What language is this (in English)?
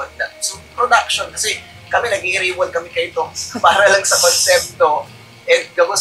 Bikol